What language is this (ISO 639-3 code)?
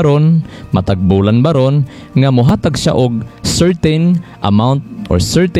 ceb